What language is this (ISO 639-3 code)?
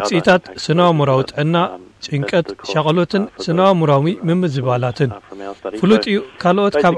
tir